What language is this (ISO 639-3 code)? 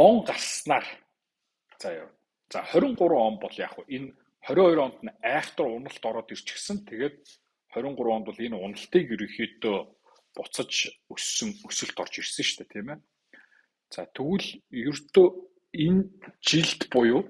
mon